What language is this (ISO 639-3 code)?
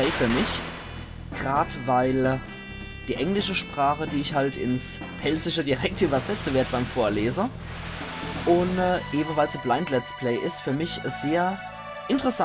pfl